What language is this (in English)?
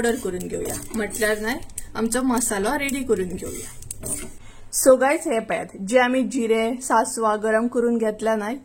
Konkani